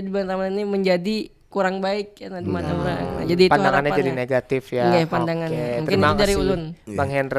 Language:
Banjar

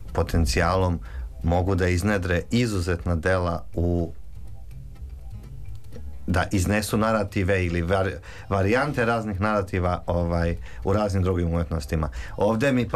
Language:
Serbian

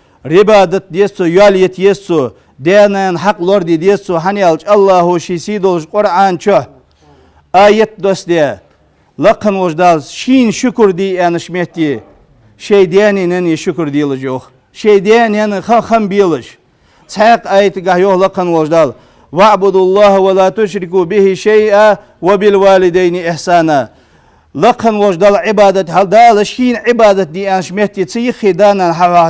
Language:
Ingush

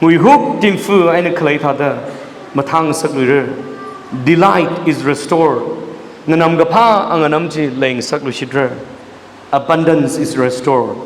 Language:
Tangkhul Naga (India)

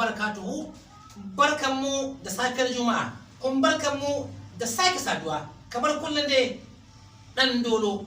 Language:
Hausa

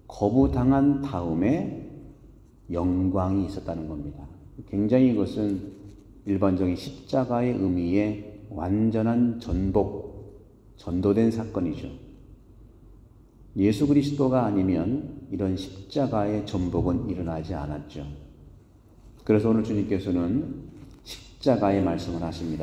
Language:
Korean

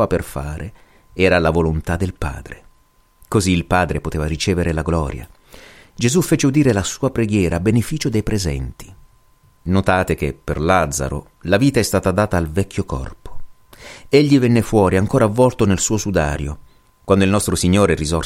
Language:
Italian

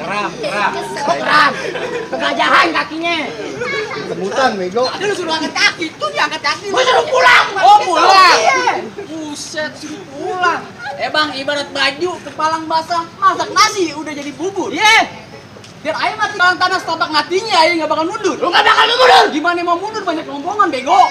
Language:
Betawi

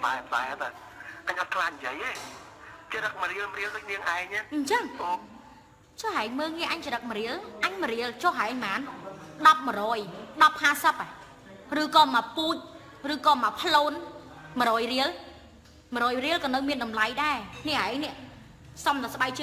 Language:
Khmer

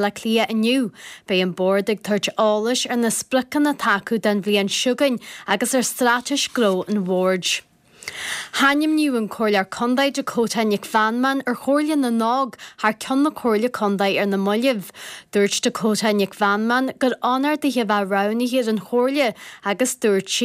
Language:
Irish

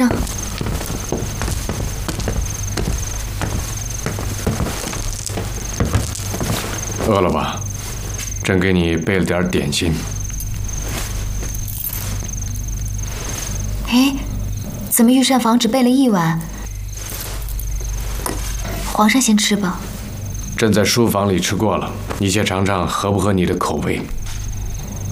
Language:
Chinese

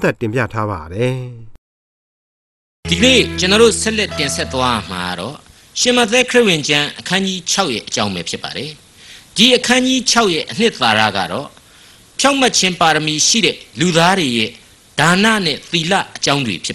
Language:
Burmese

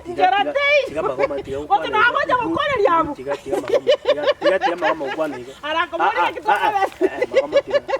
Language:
Gusii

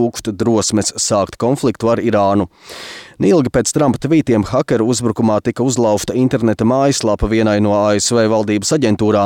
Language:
Latvian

